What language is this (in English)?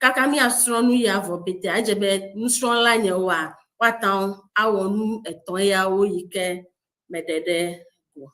Ewe